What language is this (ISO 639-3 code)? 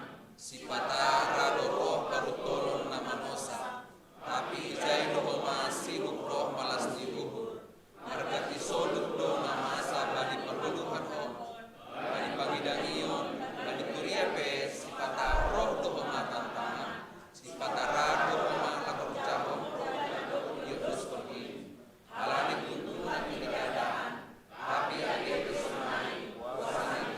bts